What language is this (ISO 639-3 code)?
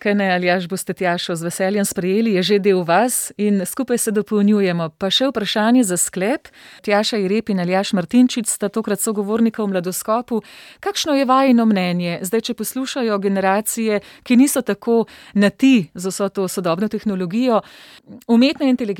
slv